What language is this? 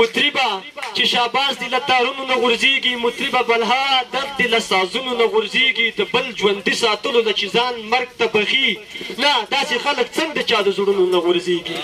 Pashto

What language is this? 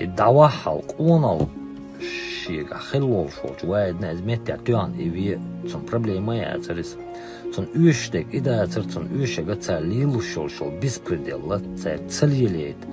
Chechen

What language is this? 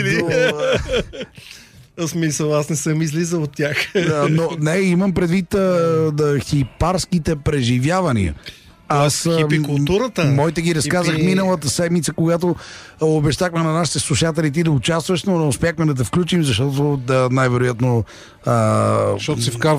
Bulgarian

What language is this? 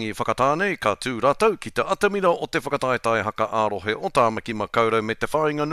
Māori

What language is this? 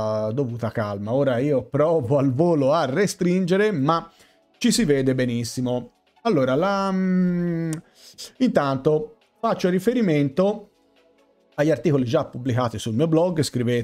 Italian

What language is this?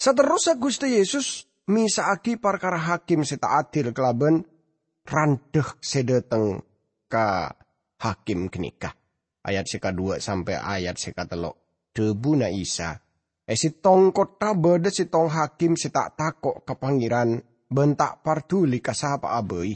Madurese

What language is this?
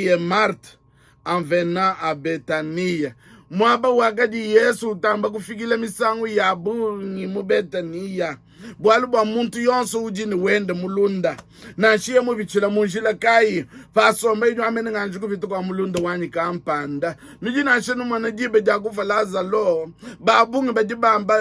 Luba-Lulua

